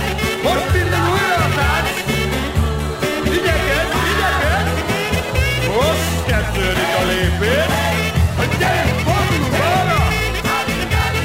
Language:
Hungarian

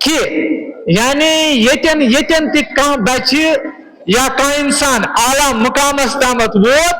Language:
Kashmiri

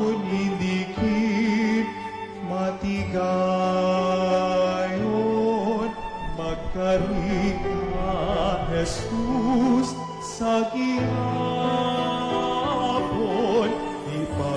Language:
Hiligaynon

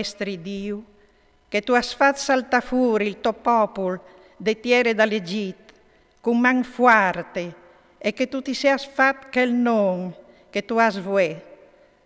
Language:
Friulian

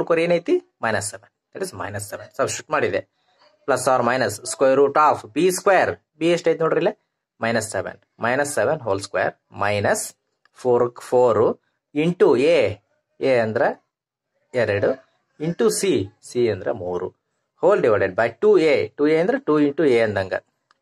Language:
Kannada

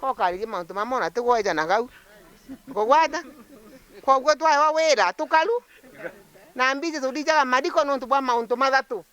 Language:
Meru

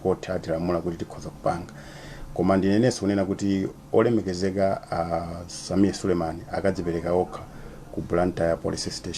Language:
Nyanja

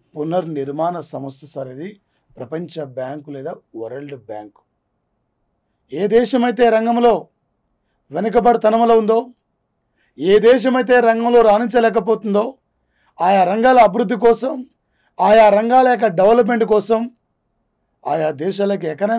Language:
Telugu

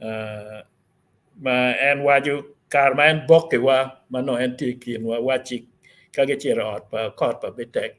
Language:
Acoli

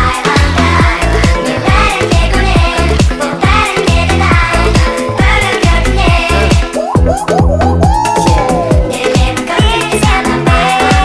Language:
Kazakh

